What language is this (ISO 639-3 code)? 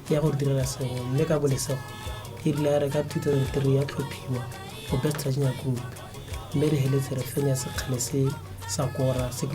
tsn